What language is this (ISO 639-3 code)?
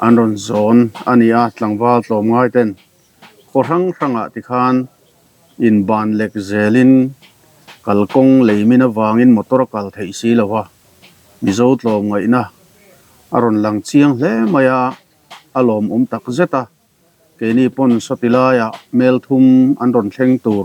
lus